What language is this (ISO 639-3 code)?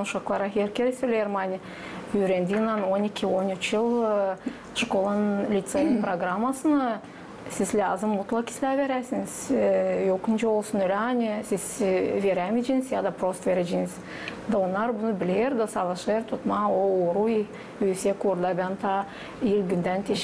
gag